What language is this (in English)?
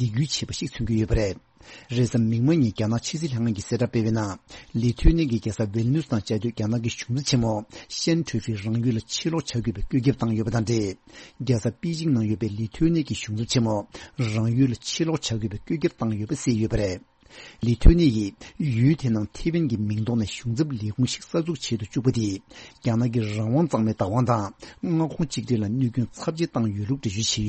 Tibetan